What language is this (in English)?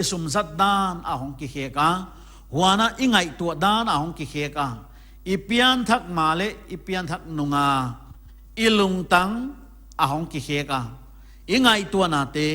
Paite Chin